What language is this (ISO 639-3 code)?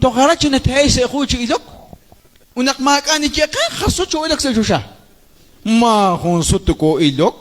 kek